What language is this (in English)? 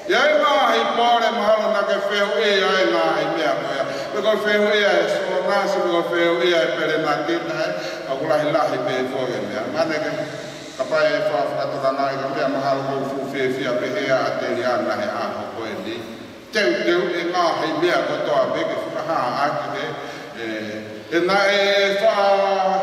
Tongan